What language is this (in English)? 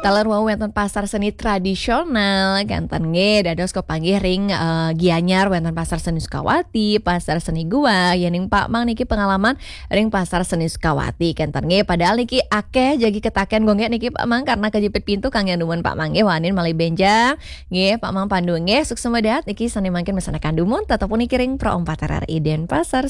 Balinese